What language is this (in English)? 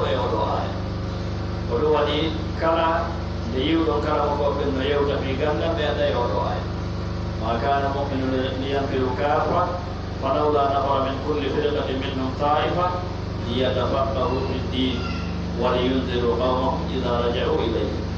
Pular